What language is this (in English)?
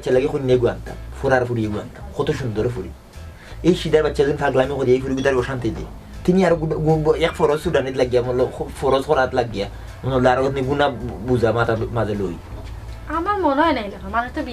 Sylheti